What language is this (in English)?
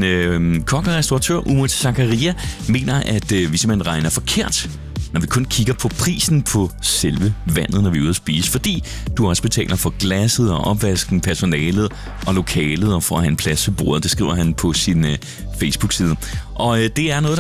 Danish